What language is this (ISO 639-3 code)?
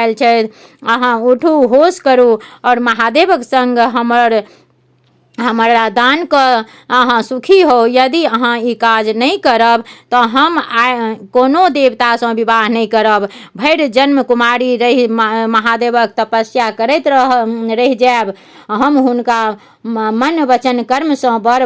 mai